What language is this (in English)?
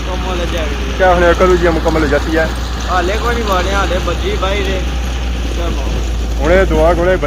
Pahari-Potwari